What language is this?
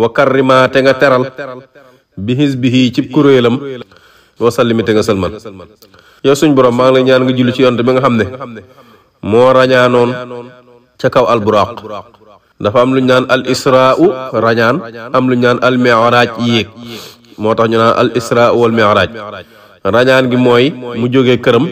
Wolof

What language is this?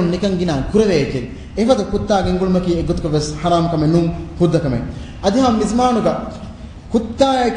Divehi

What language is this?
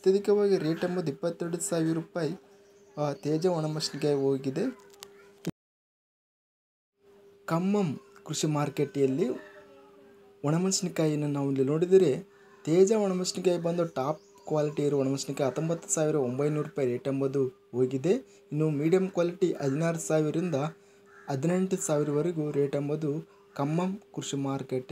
Kannada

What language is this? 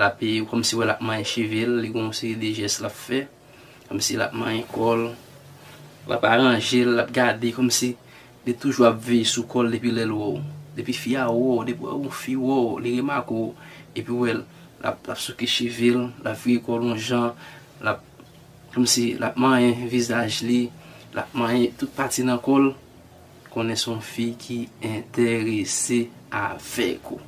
Haitian Creole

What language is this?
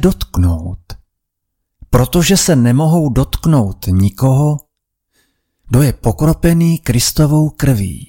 Czech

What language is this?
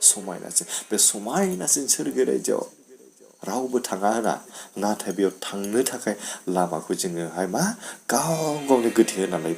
Bodo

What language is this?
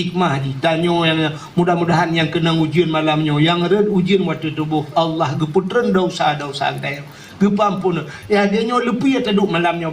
Achinese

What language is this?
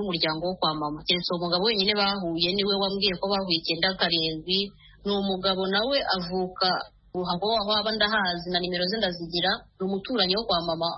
Kinyarwanda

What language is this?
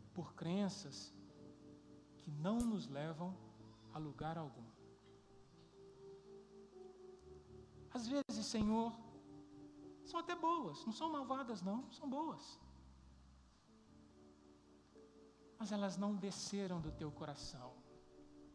Portuguese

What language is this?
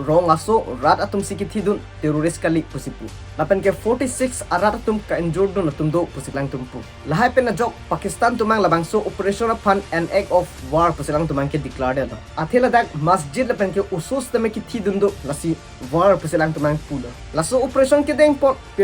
Karbi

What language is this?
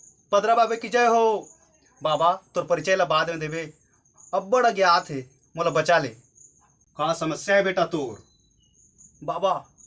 Chhattisgarhi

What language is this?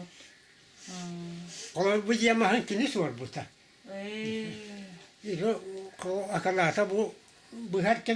Yakut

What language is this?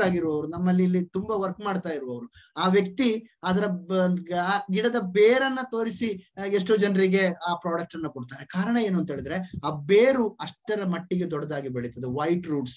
Kannada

